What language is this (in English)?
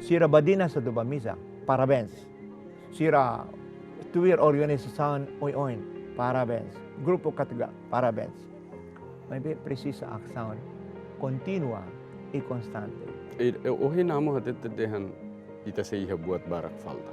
Tetum